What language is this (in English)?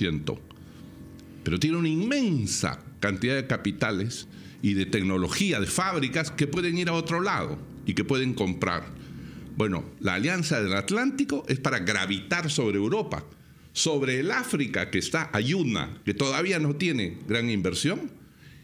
Spanish